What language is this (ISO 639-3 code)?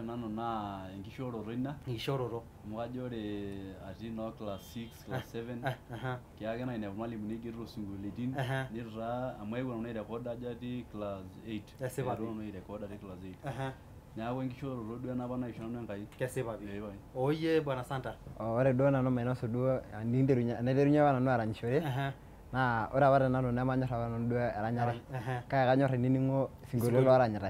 mas